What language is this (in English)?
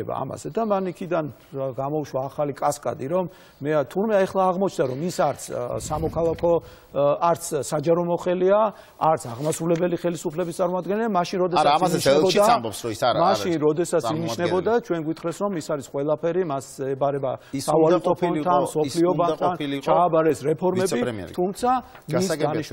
Georgian